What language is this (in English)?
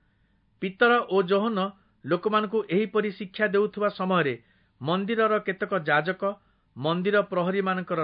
Odia